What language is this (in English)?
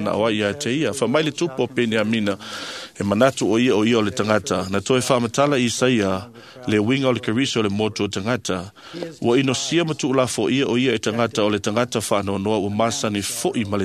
Samoan